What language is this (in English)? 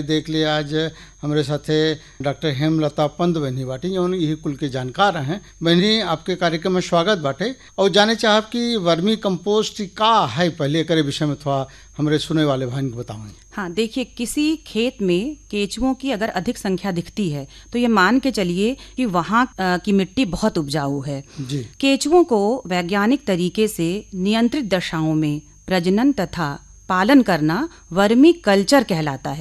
Bhojpuri